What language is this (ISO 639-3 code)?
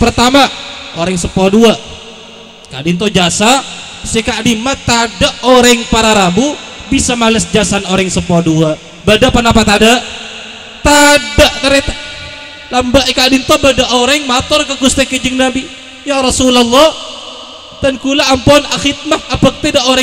mad